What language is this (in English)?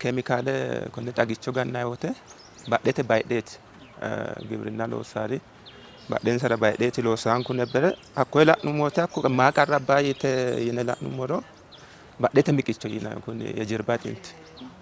Sidamo